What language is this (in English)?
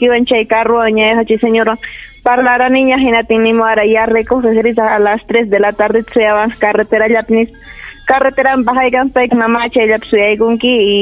Ayacucho Quechua